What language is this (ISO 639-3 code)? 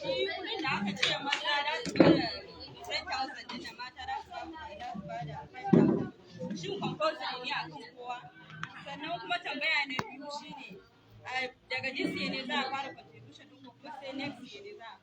hau